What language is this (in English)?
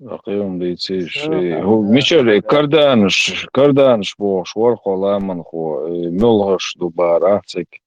Chechen